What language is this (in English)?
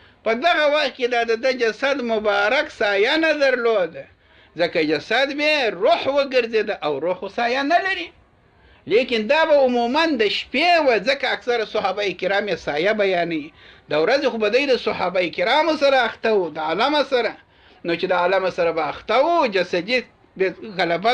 Pashto